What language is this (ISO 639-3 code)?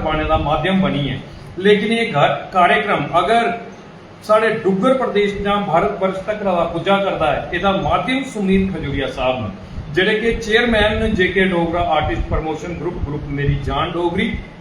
doi